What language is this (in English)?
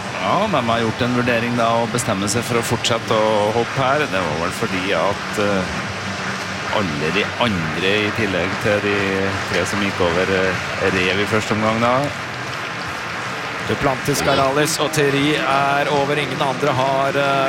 Norwegian